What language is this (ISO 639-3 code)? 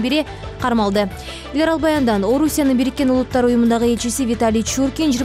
kir